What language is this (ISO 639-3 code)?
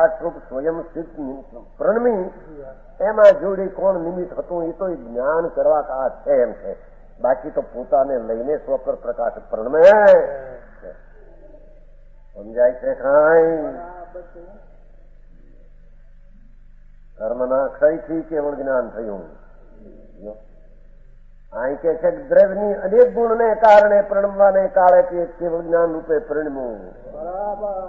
guj